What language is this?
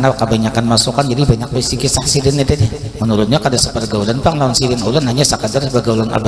Banjar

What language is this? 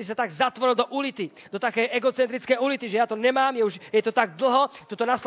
Slovak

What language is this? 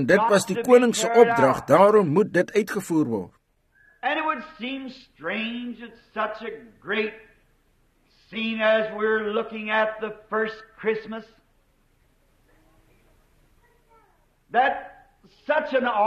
Afrikaans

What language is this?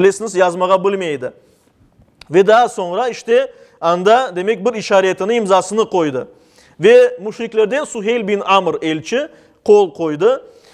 Crimean Tatar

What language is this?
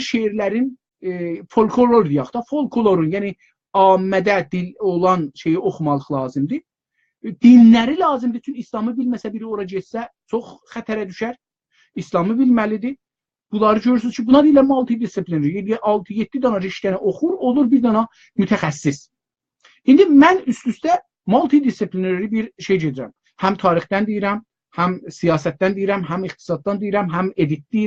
South Azerbaijani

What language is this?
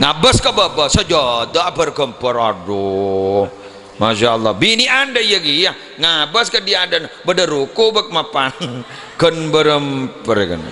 Madurese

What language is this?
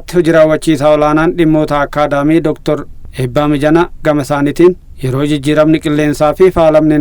Oromo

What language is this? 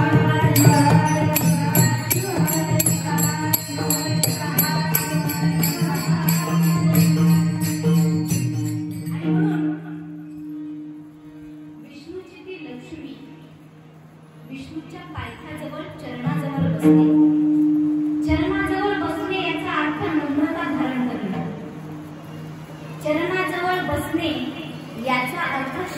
Marathi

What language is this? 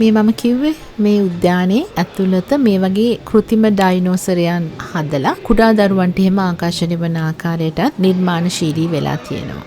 Sinhala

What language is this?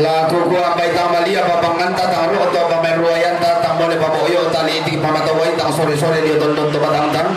Toraja-Sa'dan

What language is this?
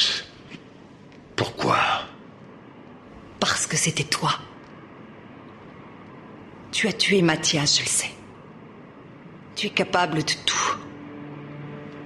French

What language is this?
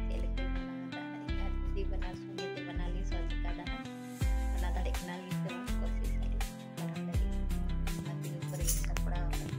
Santali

